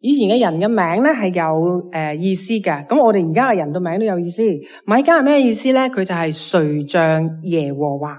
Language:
Cantonese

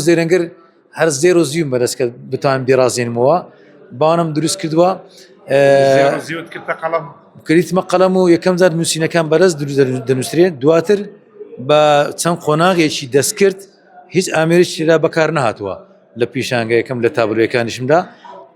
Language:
Central Kurdish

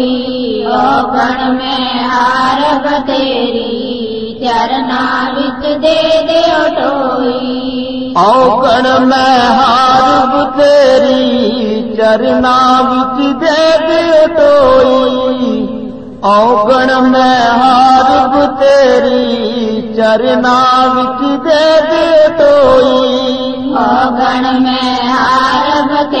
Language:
Punjabi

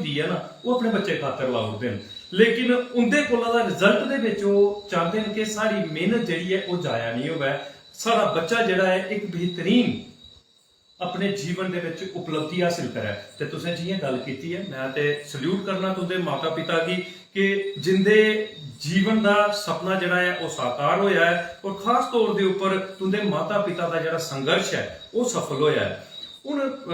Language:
Dogri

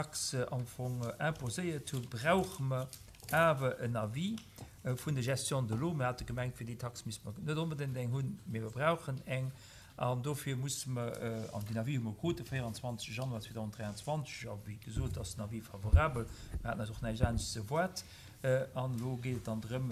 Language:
Luxembourgish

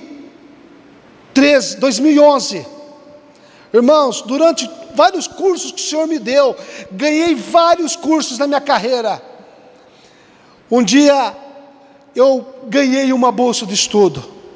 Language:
Portuguese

